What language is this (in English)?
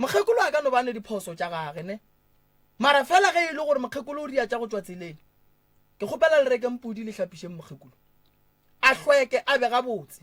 Northern Sotho